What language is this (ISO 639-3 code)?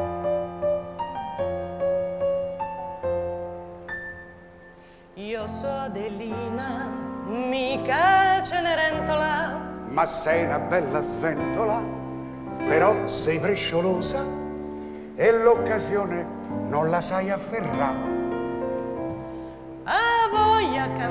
ita